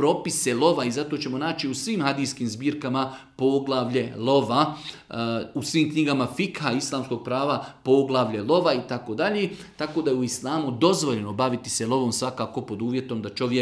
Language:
Bosnian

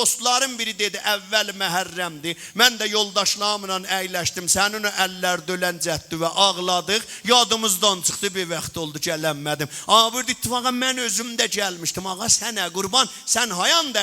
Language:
South Azerbaijani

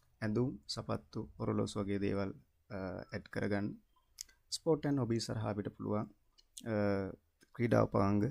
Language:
Sinhala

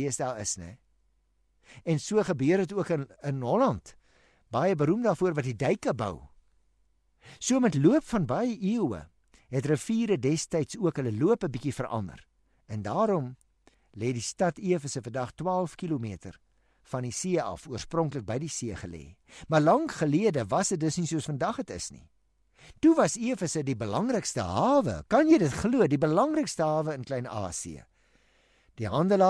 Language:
Afrikaans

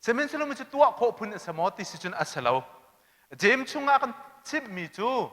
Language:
Hakha Chin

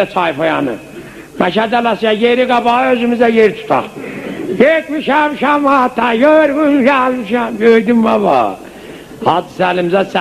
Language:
South Azerbaijani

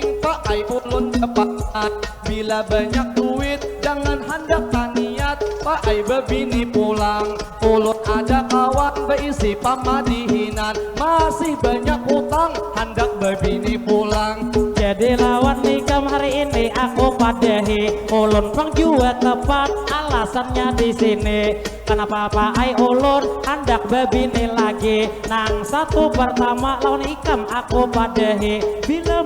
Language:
Banjar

